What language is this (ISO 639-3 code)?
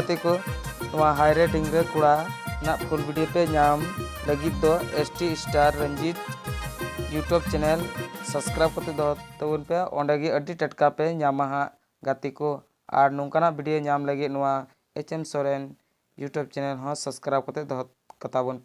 sat